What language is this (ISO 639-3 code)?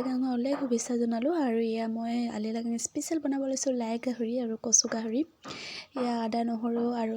asm